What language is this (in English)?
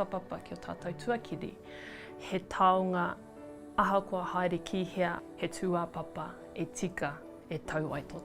Māori